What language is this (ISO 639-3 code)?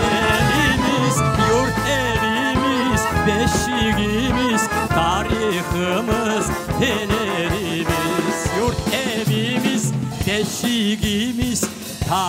crh